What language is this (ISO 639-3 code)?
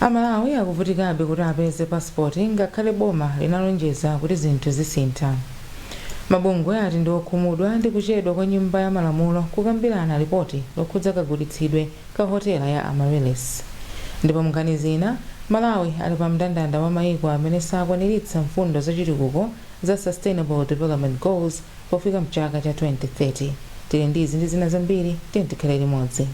nya